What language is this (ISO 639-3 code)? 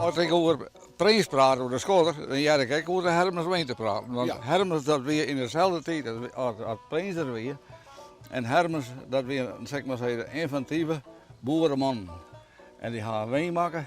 fry